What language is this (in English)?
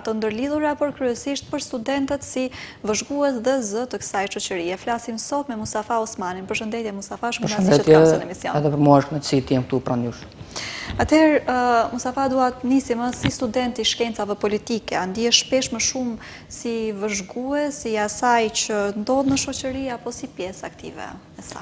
Albanian